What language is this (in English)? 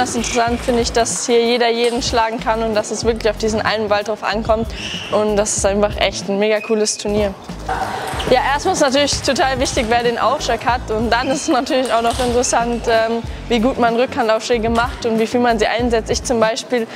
German